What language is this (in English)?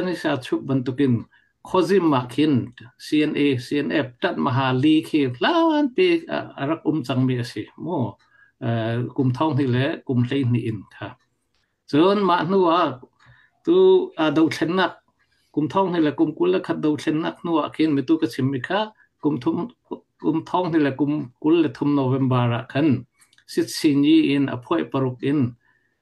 Falam Chin